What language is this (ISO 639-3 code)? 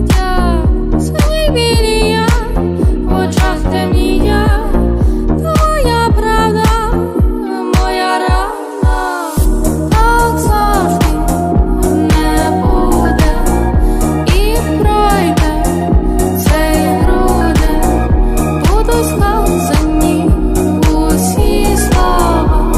ukr